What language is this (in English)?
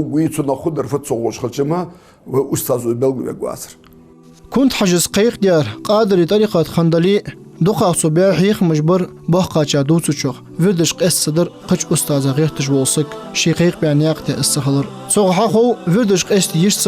Ingush